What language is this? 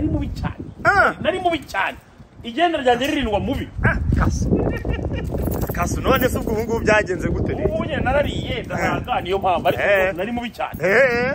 Kinyarwanda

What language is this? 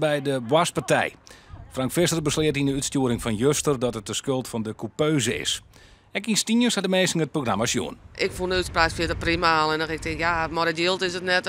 Western Frisian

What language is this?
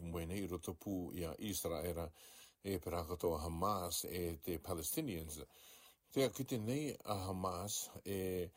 Rarotongan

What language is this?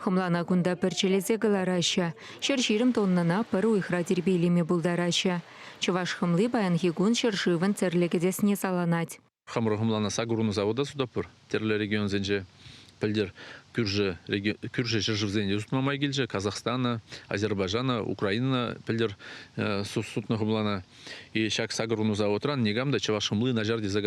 Chuvash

